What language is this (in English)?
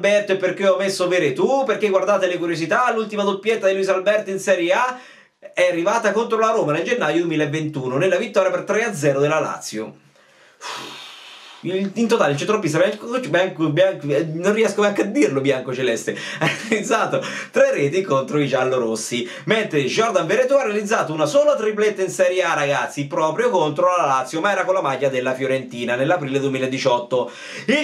Italian